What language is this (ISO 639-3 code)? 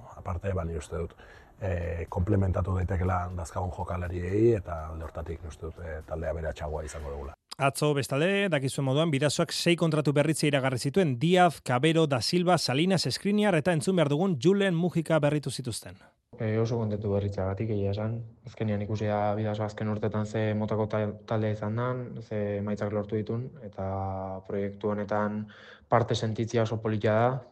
eus